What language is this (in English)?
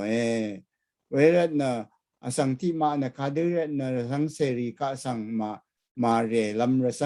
Rawang